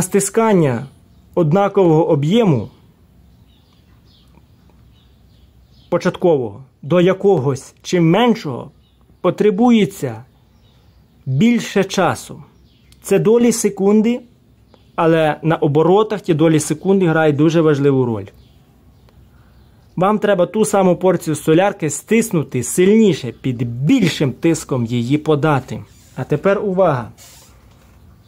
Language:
Ukrainian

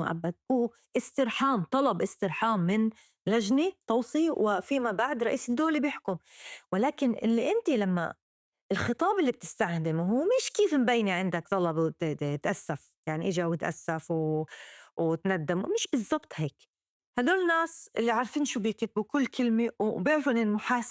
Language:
North Levantine Arabic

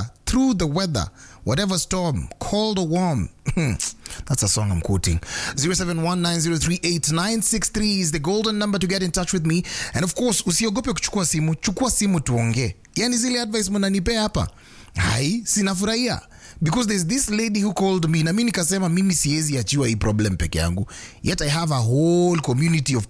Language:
Swahili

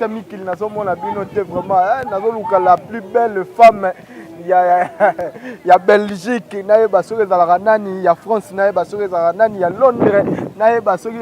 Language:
Lingala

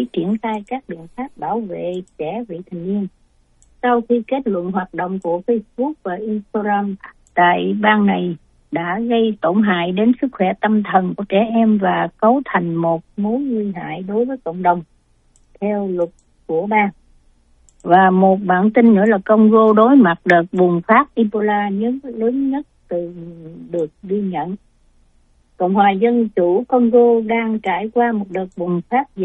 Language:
Vietnamese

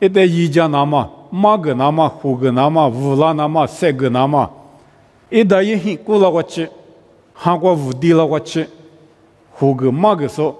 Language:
Lisu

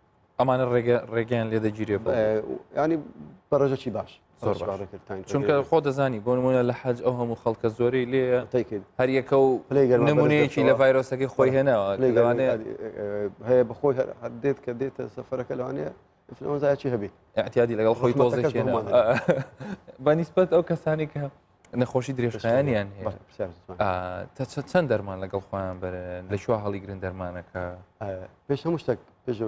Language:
Central Kurdish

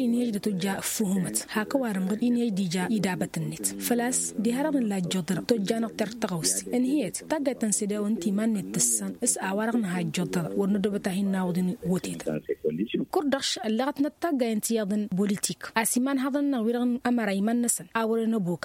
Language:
Tamasheq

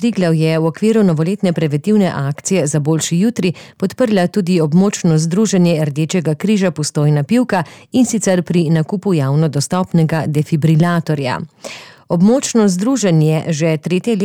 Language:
Slovenian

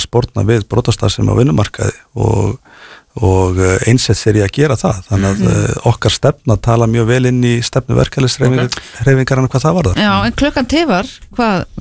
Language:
Icelandic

